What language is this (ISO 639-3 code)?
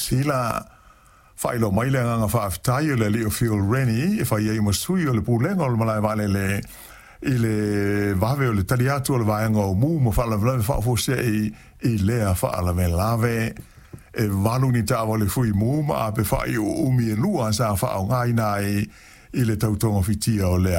smo